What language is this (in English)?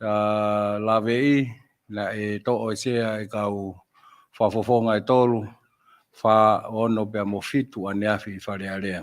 Tongan